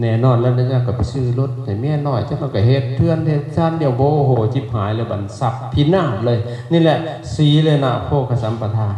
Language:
Lao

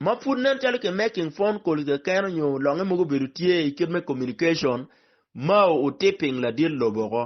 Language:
Acoli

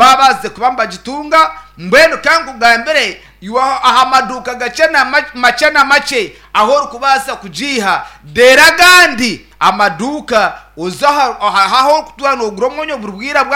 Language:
Nyankole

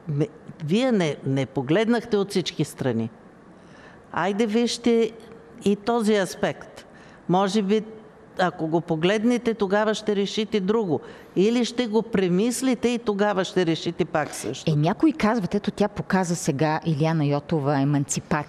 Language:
Bulgarian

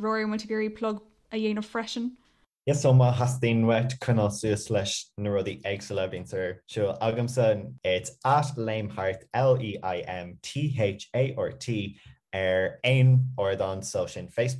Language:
Irish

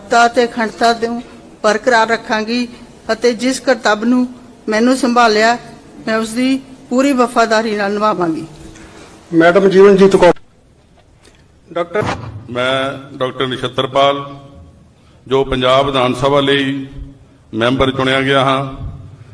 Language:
Punjabi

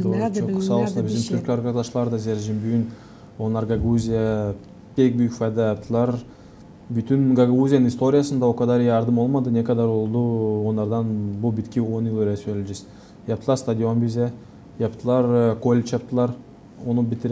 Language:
Gagauz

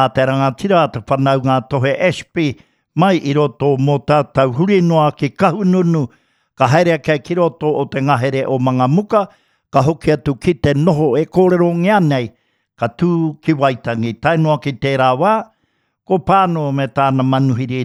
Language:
Māori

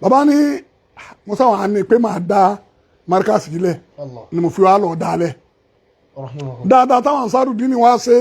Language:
Yoruba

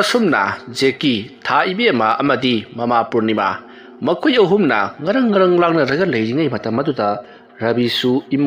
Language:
Manipuri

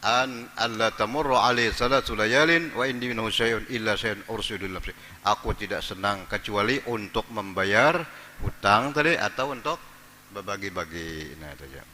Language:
Banjar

